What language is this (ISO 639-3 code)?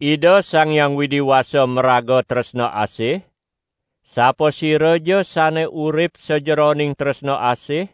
ban